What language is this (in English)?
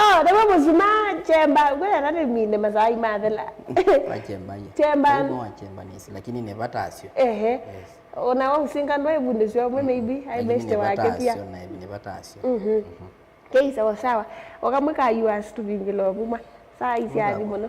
Kamba